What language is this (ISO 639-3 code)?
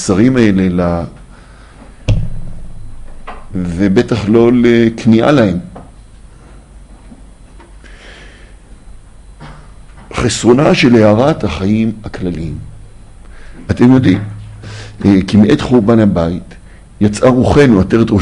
heb